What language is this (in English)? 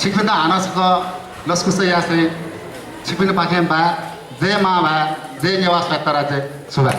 Newari